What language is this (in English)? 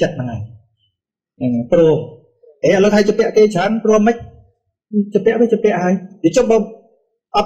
Khmer